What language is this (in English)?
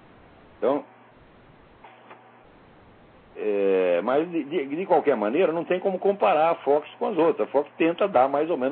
Portuguese